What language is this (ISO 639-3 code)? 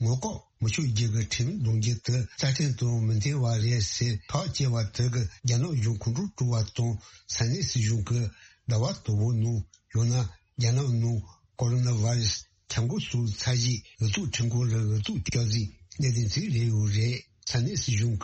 bod